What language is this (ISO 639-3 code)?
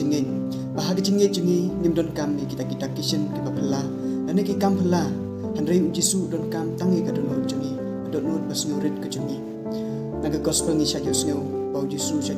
kha